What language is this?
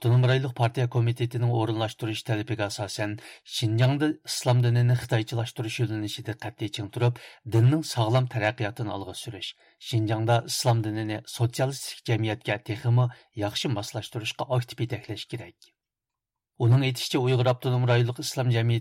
Uyghur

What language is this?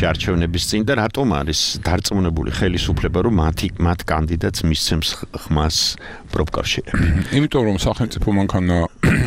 Georgian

